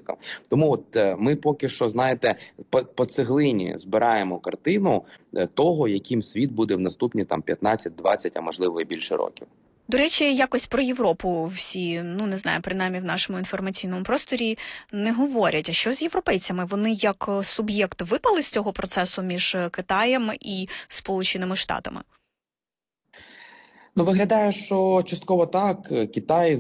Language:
Ukrainian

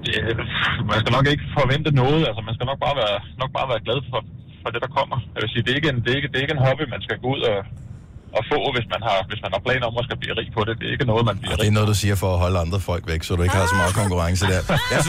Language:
Danish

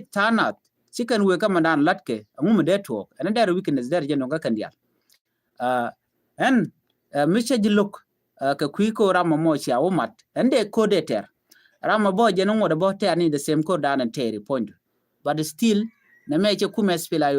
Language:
Nuer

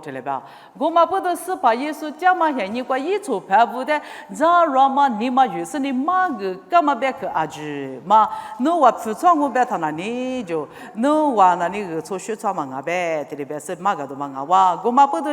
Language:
Lisu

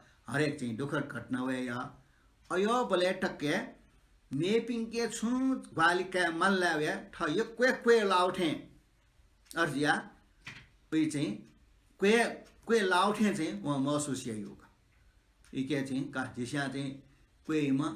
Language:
Newari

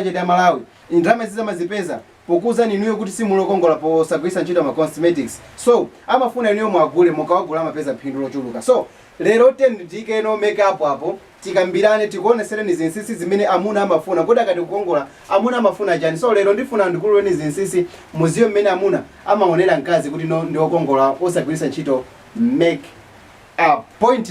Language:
Nyanja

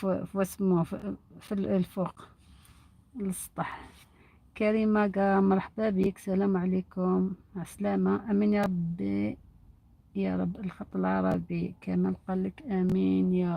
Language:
Algerian Arabic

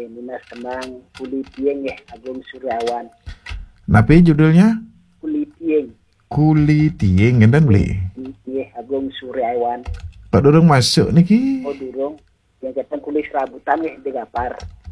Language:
Balinese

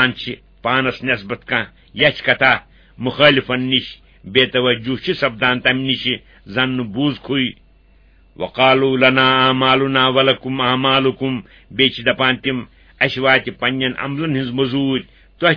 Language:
Kashmiri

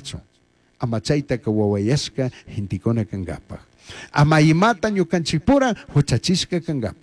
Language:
Chimborazo Highland Quichua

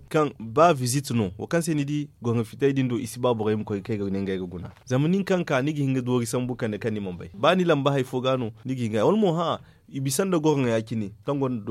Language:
Zarma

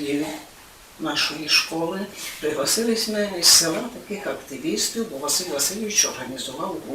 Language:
Rusyn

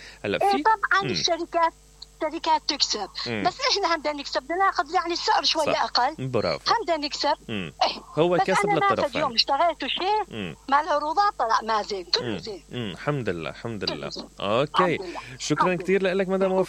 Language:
Mesopotamian Arabic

